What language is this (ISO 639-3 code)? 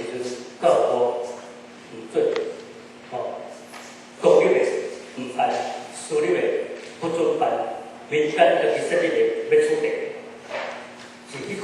nan